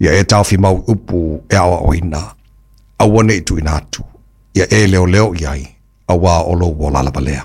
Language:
Samoan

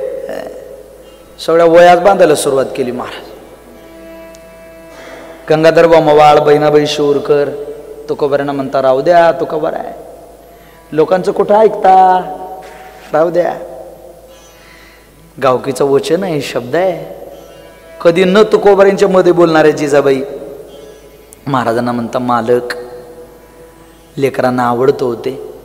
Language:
Marathi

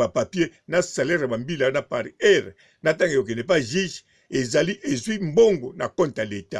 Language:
Lingala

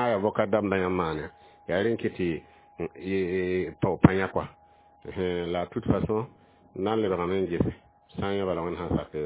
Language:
Mossi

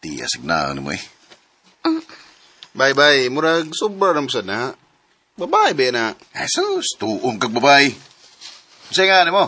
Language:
Cebuano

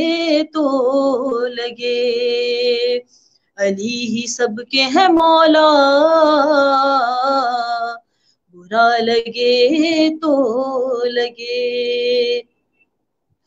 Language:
Urdu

